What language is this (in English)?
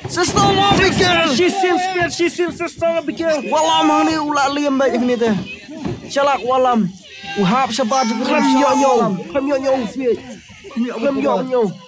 Khasi